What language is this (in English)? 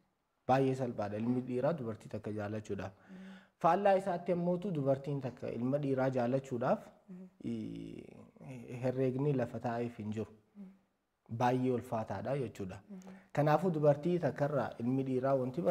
Oromo